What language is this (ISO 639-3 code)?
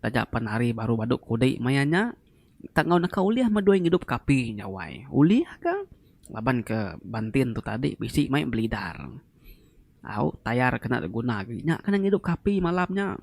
iba